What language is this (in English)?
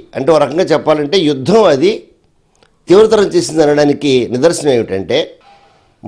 Telugu